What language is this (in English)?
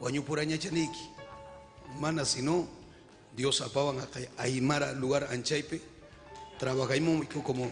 Ayacucho Quechua